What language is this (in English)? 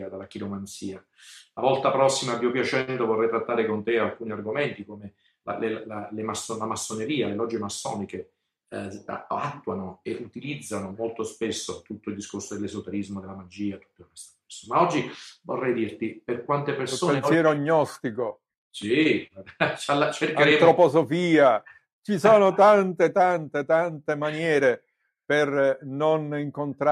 Italian